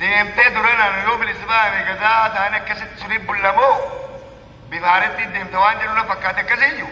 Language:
Oromo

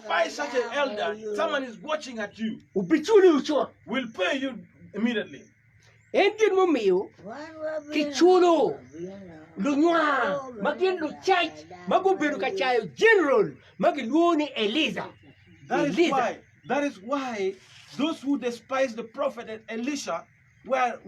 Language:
Acoli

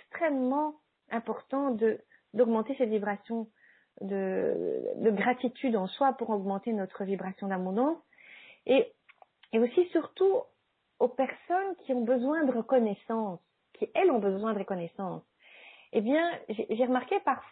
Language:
French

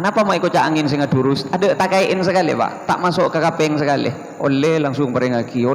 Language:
Madurese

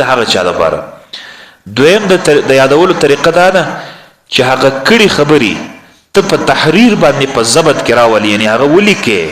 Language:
Pashto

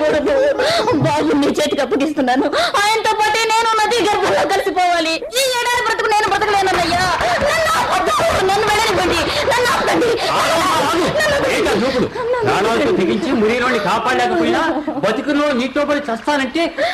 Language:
Telugu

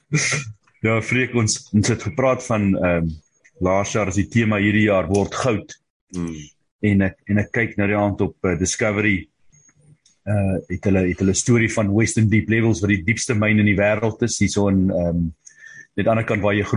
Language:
Afrikaans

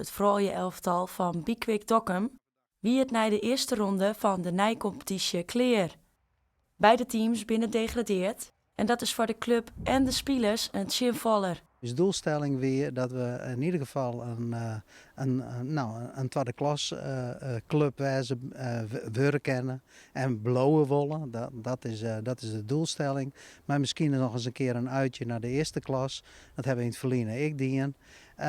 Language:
Western Frisian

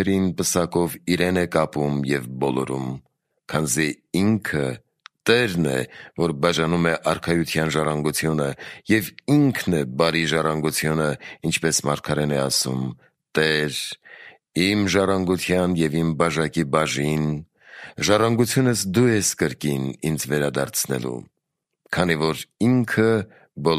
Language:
Armenian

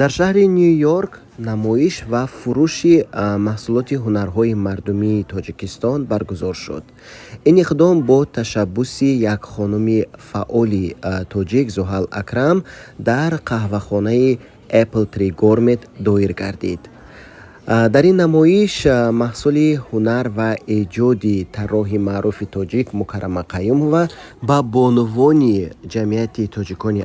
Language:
Tajik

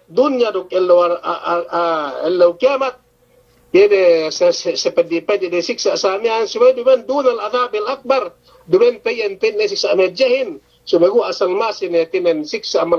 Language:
Yakan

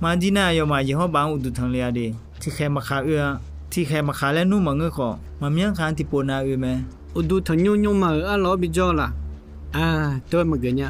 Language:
Akha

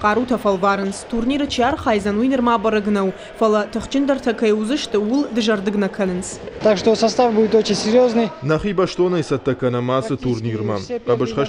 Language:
Ossetic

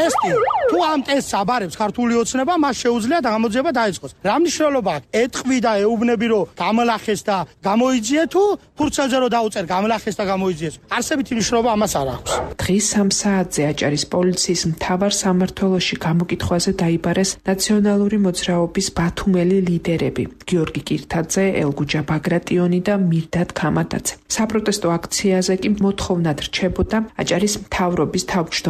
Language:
Georgian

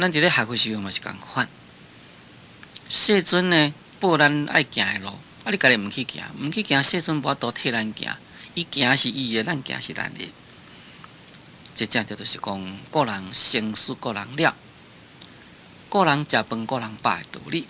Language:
Min Nan Chinese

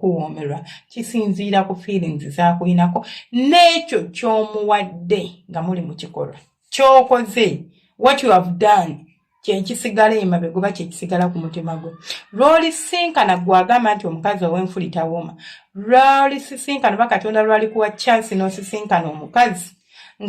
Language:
Ganda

